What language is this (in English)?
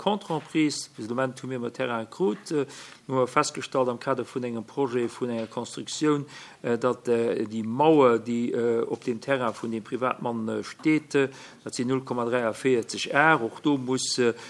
Luxembourgish